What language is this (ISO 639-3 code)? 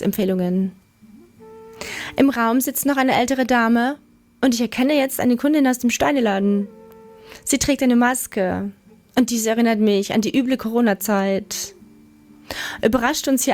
deu